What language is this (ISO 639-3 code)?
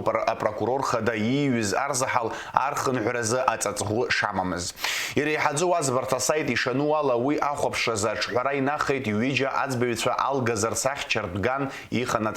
abk